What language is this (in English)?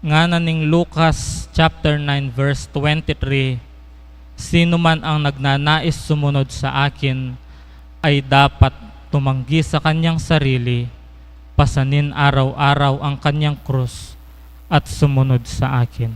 Pampanga